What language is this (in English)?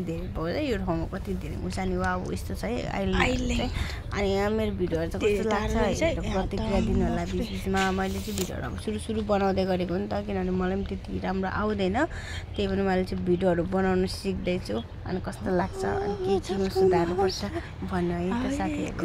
Nepali